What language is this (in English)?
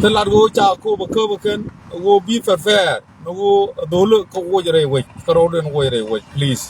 Nuer